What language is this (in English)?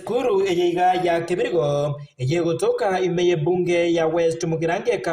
Gusii